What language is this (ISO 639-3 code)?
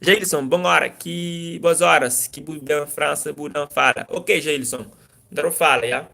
kea